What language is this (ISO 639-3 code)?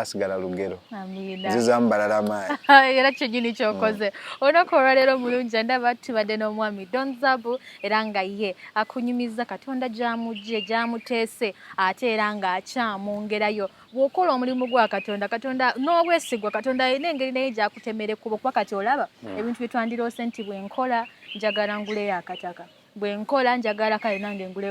lug